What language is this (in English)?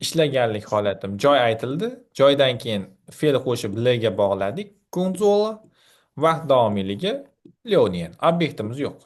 Uzbek